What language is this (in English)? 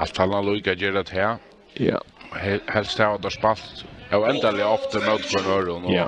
Faroese